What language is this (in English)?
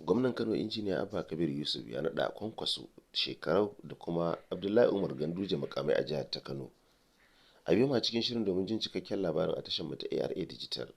Hausa